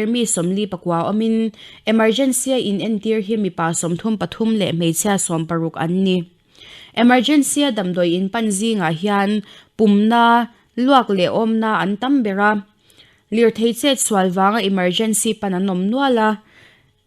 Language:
Mizo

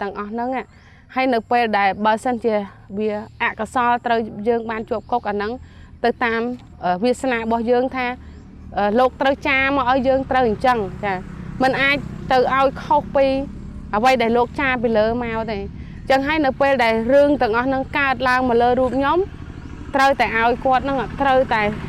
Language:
Khmer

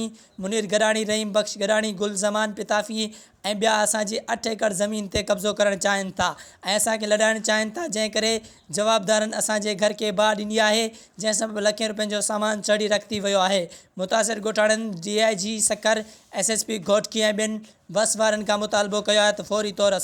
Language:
Sindhi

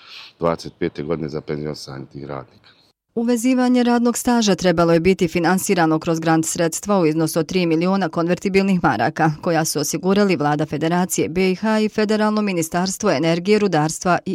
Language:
Bosnian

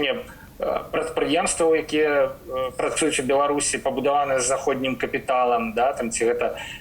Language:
Belarusian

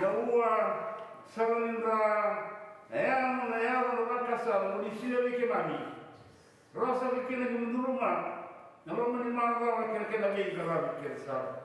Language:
Fijian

